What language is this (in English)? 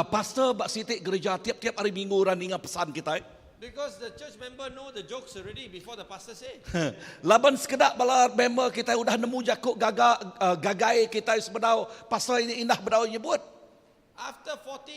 Iban